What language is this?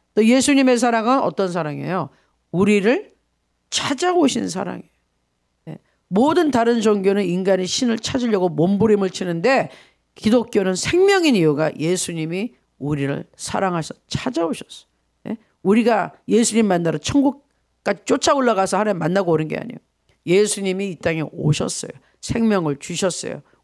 Korean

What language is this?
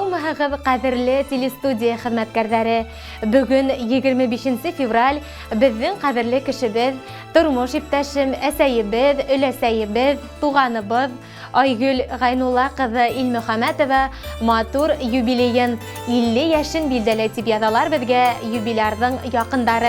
Bashkir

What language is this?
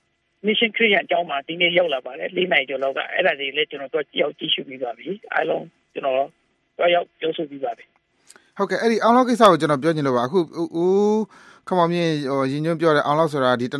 Burmese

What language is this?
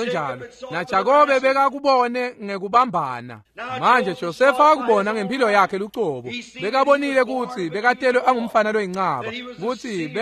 Swati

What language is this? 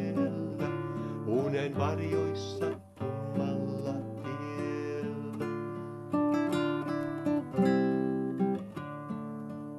Finnish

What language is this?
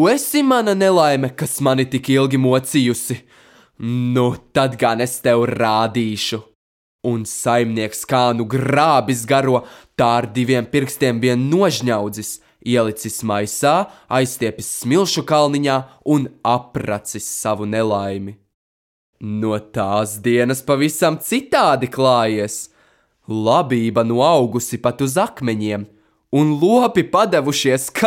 Latvian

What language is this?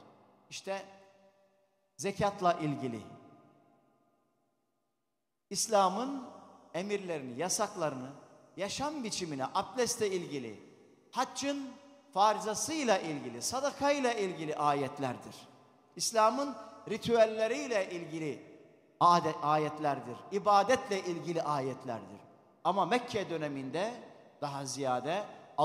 Turkish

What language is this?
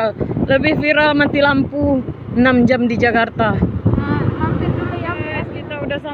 Indonesian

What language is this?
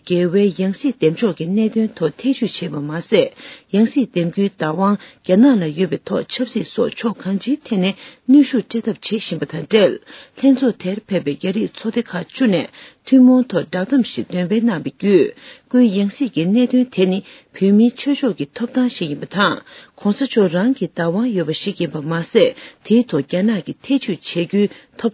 Tibetan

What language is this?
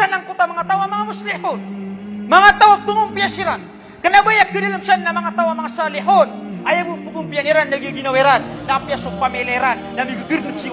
Maranao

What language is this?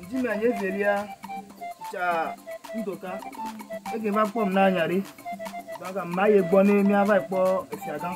Ewe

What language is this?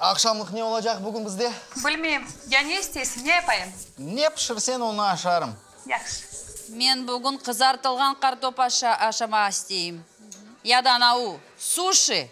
Crimean Tatar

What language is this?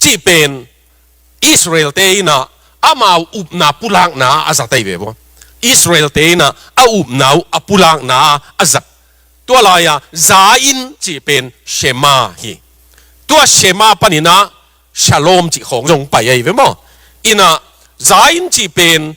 Tedim Chin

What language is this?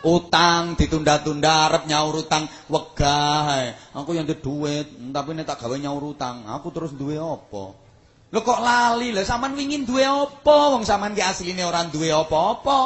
Javanese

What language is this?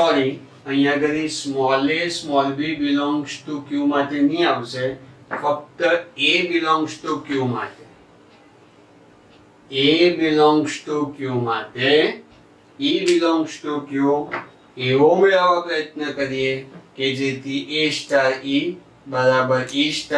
Gujarati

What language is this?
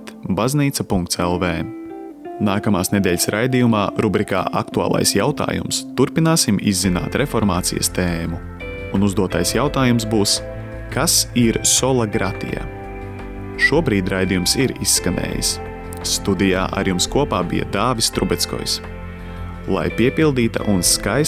Latvian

